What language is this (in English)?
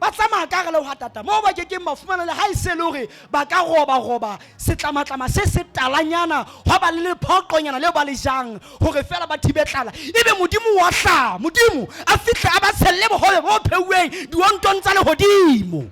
Southern Sotho